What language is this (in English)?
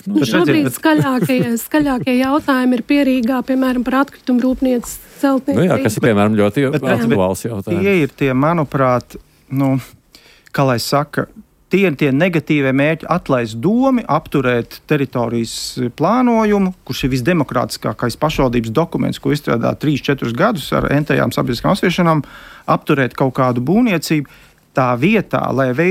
Latvian